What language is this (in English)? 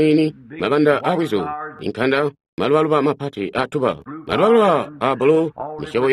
Tonga (Zambia)